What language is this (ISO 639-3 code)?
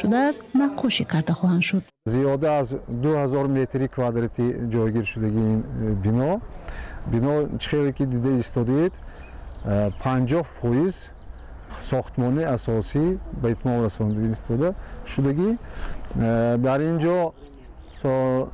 tgk